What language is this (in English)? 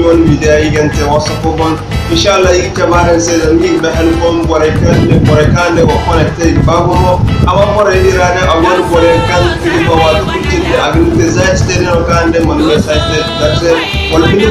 Zarma